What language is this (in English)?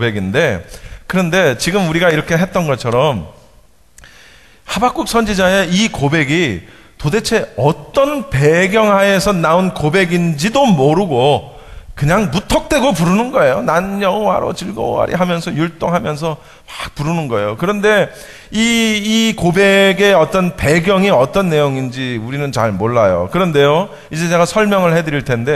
Korean